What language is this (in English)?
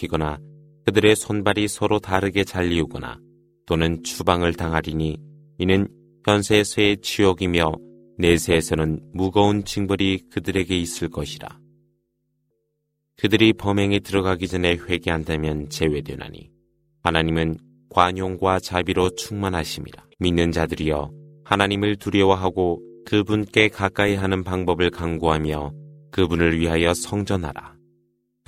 Korean